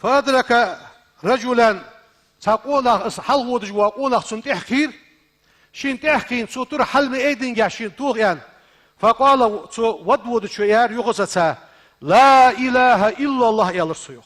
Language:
Ingush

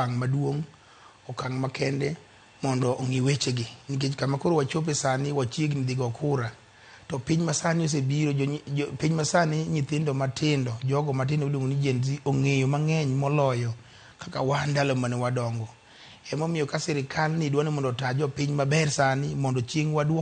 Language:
Luo (Kenya and Tanzania)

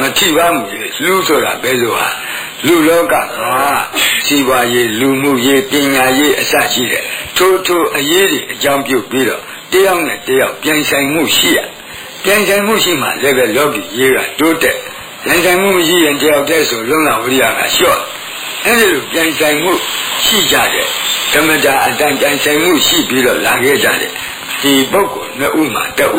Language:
Burmese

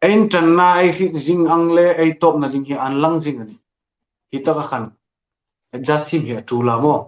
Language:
Hmar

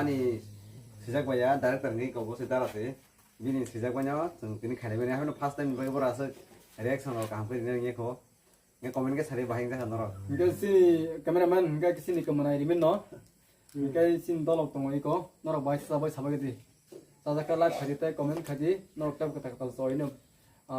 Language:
Kok Borok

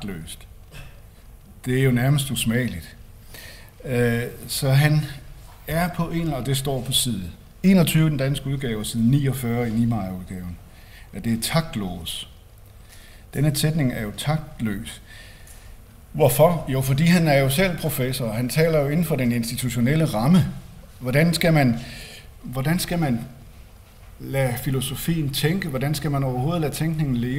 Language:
Danish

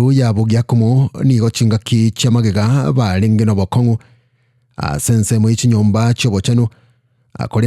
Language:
Gusii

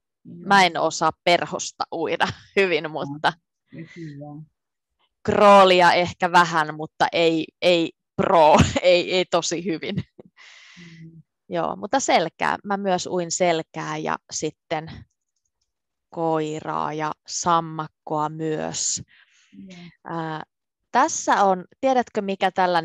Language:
Finnish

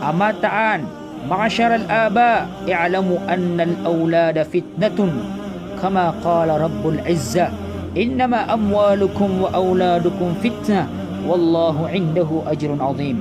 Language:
Maranao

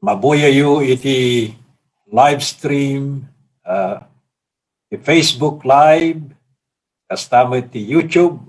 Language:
Iloko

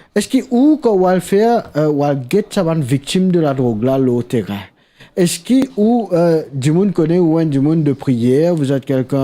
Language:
Morisyen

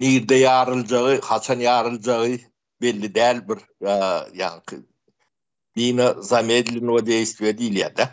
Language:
Turkmen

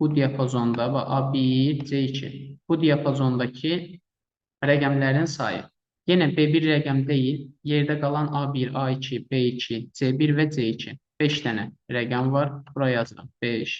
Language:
Azerbaijani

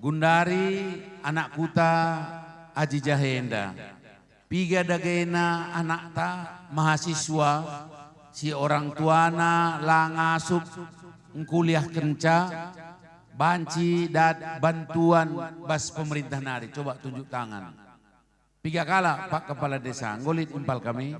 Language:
Batak Karo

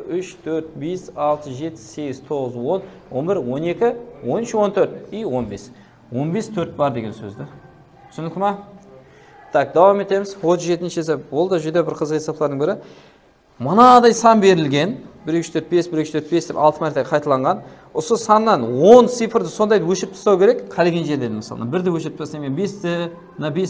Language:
Kara-Kalpak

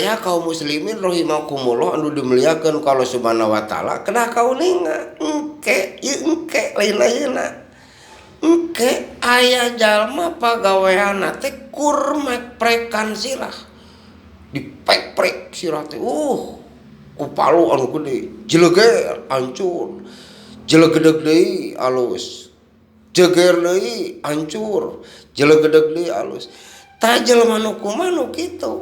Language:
Sundanese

